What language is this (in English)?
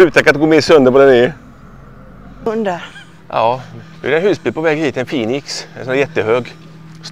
Swedish